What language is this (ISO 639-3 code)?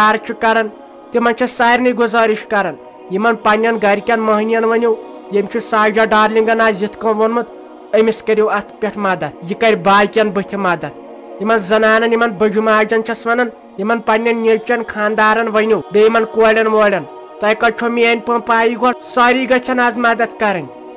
kas